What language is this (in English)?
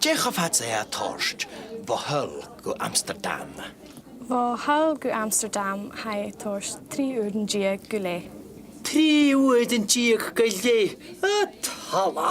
Scottish Gaelic